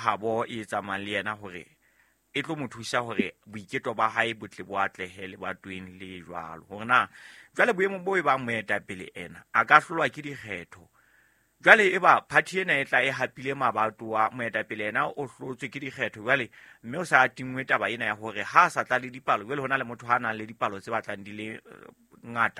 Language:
Southern Sotho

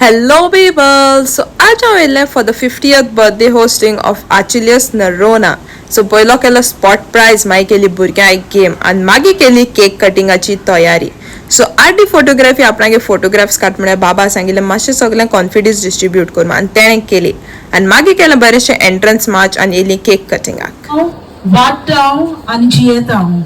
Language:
Konkani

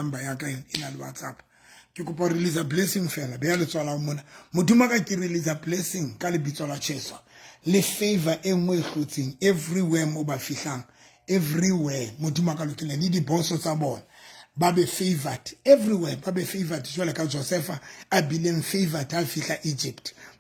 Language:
Southern Sotho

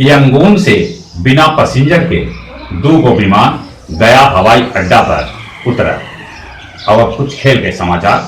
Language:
Magahi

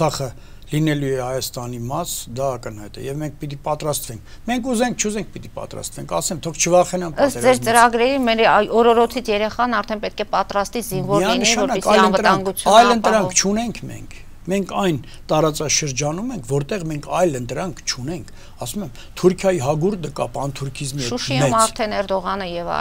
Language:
Armenian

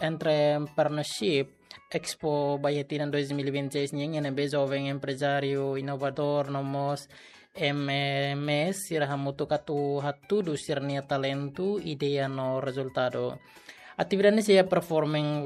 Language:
Tetum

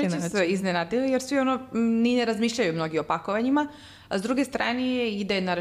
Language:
Serbian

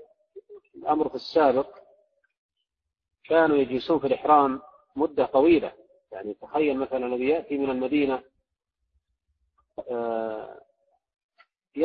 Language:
Arabic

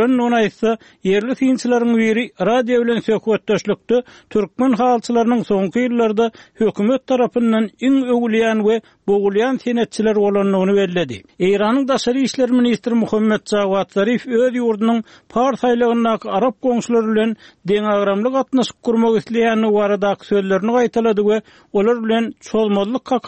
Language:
Turkmen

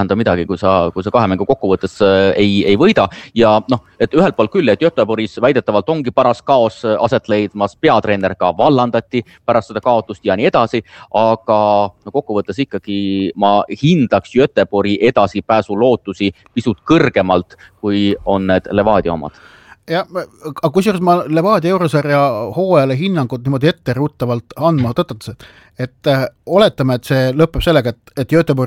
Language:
Estonian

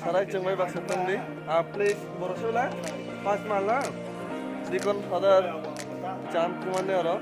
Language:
Kok Borok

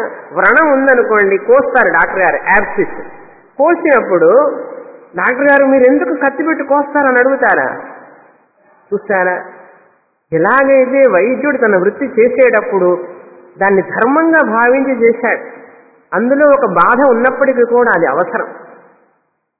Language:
Telugu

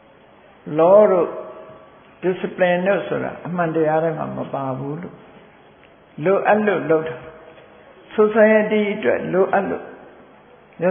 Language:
Burmese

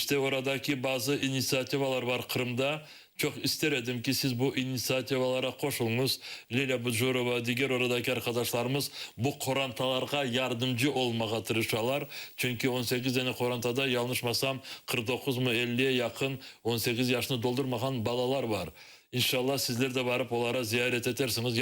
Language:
Crimean Tatar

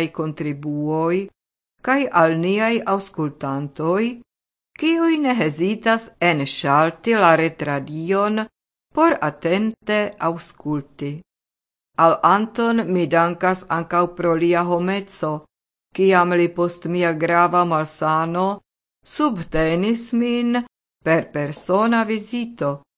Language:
Esperanto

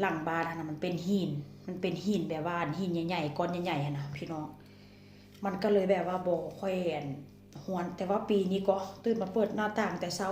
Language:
Northeastern Thai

